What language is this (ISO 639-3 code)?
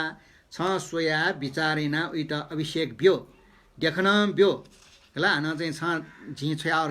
new